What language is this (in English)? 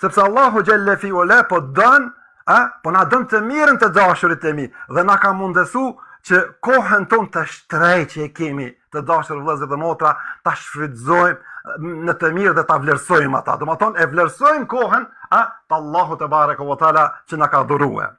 Albanian